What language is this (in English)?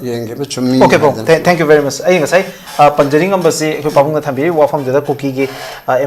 Manipuri